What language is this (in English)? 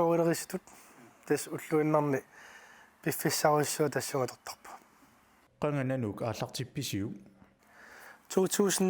Kalaallisut